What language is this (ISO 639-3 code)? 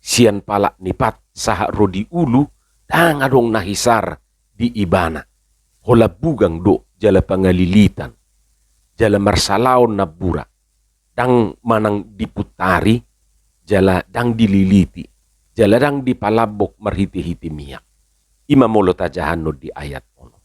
bbc